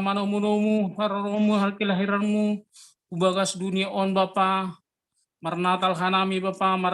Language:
Batak Simalungun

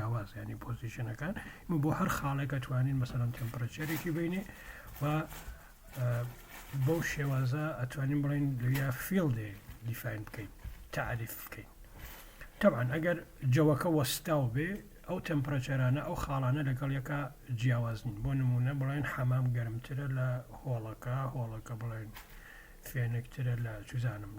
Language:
Central Kurdish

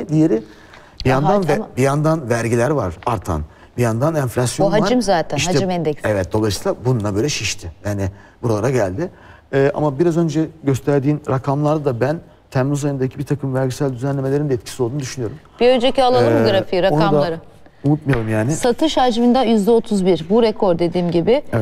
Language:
Turkish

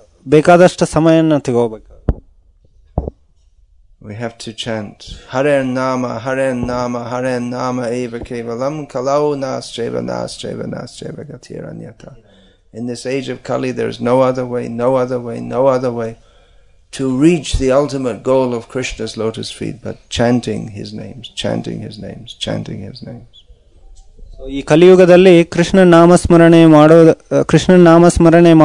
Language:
Kannada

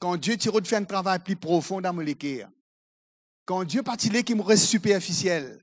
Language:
Morisyen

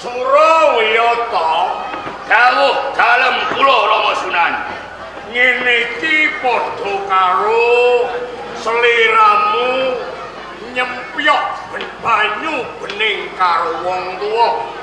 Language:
Javanese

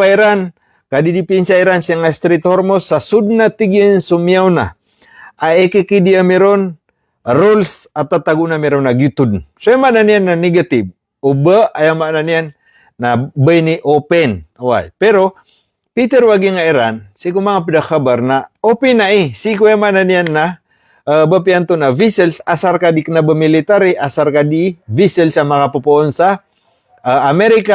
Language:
Maranao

